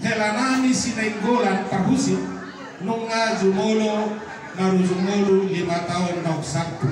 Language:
Batak Toba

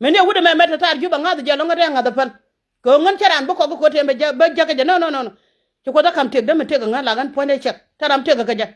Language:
Nuer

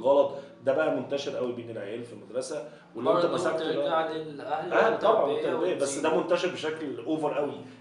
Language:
Egyptian Arabic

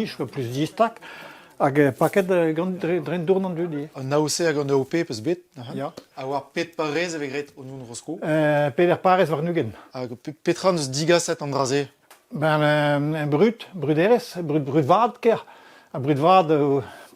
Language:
Breton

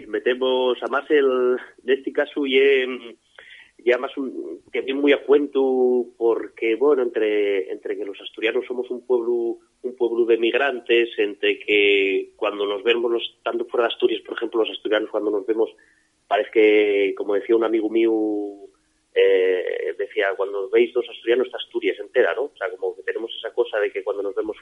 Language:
Asturian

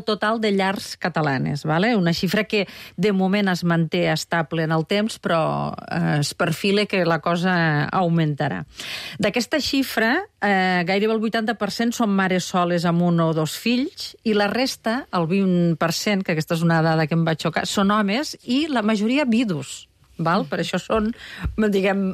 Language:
Catalan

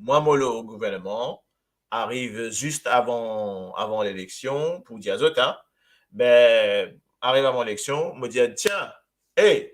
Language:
Morisyen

